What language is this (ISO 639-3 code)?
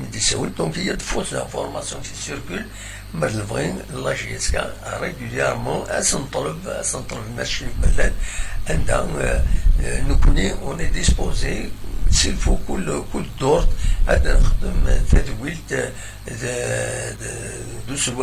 kab